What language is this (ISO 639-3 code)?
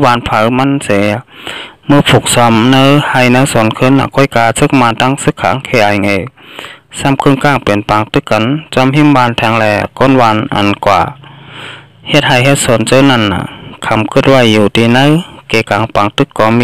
shn